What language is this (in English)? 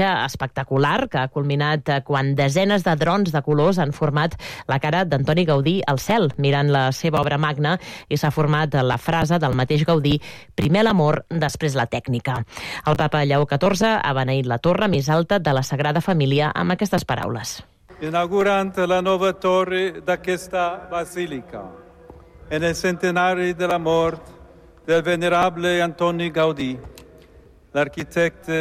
Catalan